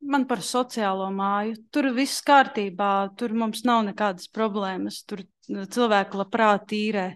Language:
Latvian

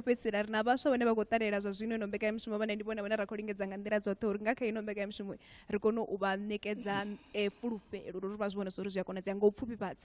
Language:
Venda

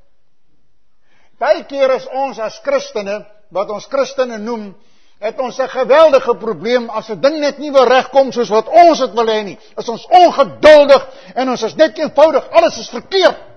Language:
Afrikaans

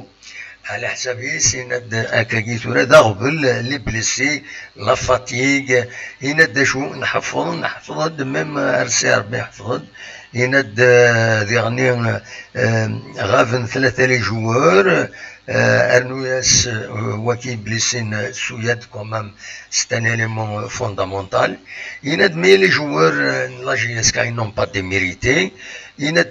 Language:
Kabyle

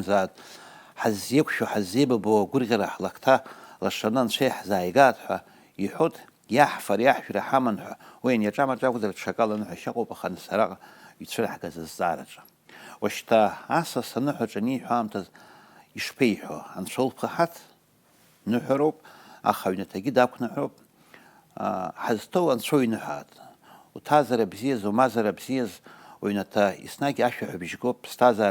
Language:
Abkhazian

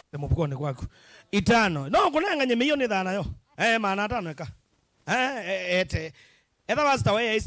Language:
Kamba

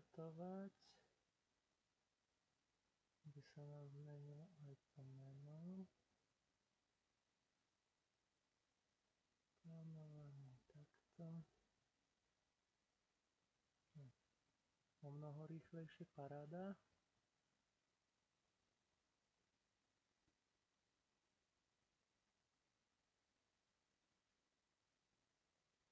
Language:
Slovak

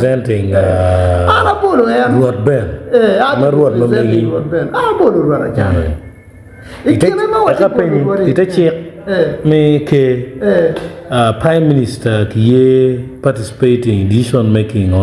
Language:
Acoli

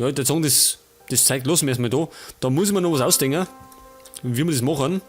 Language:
Bavarian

